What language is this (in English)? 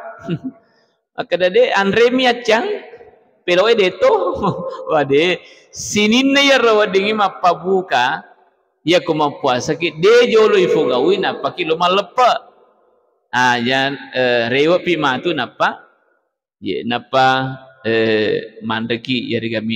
Buginese